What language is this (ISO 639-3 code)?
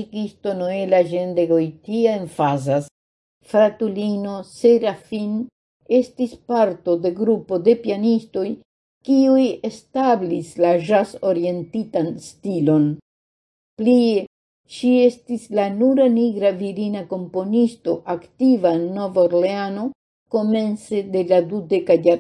epo